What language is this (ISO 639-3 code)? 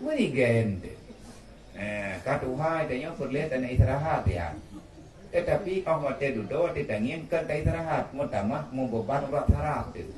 ace